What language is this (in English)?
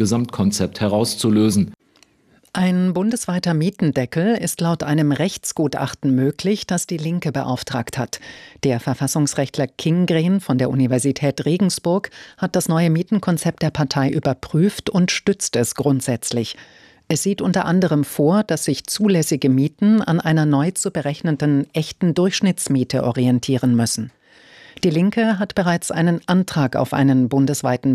German